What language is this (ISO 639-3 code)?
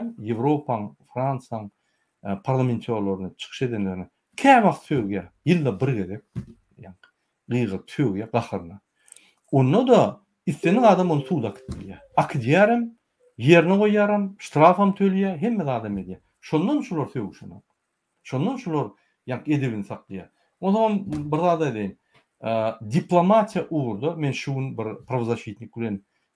tuk